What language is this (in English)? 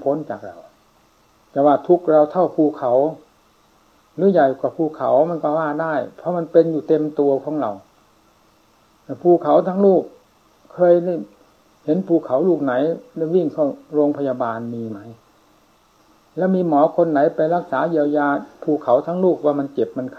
Thai